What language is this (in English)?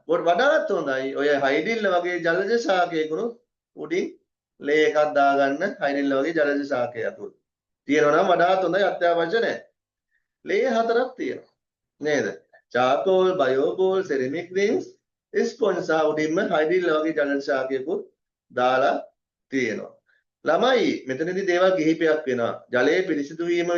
Sinhala